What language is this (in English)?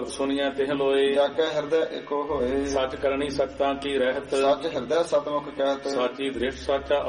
Punjabi